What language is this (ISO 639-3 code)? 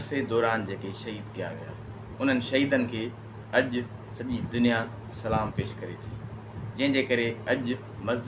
snd